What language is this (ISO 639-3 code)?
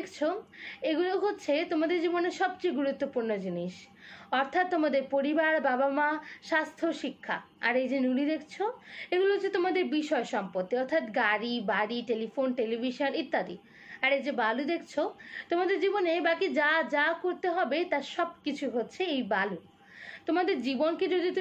ben